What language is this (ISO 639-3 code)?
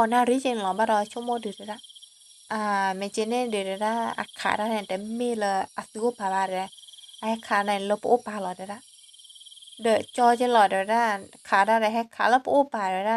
ksw